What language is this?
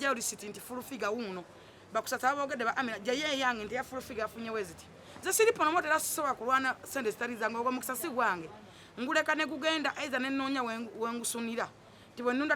Ganda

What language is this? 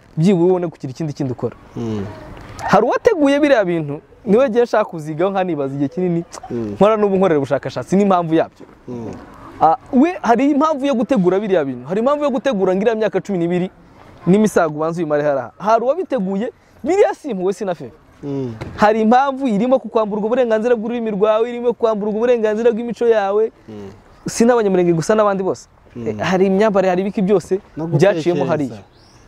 Kinyarwanda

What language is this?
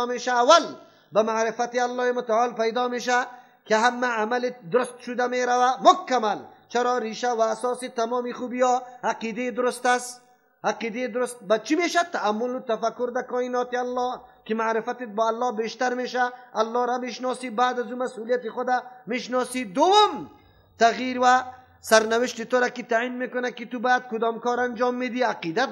Persian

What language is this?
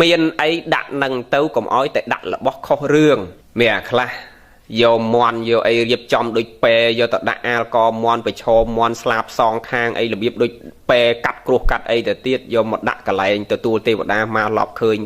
Khmer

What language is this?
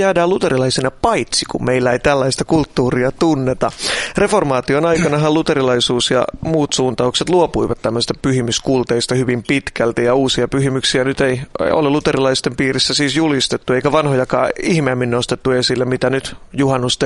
Finnish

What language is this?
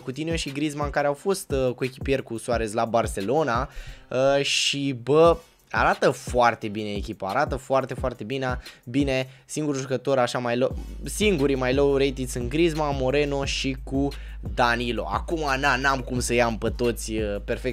Romanian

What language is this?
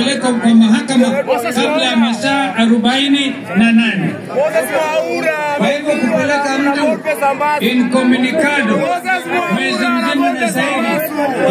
Swahili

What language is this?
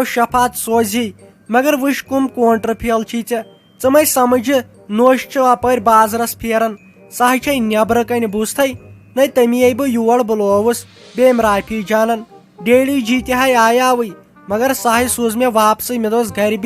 Kashmiri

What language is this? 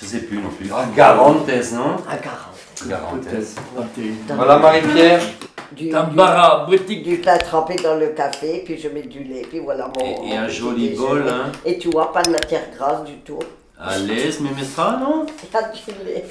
Breton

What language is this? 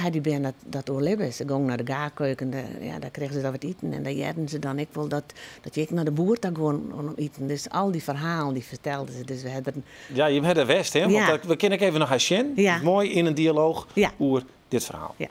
Western Frisian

